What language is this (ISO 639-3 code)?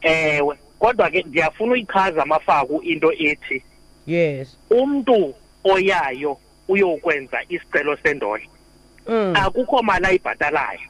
xho